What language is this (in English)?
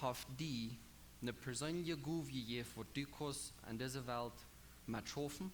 Plautdietsch